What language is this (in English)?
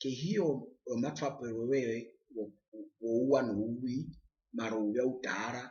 Herero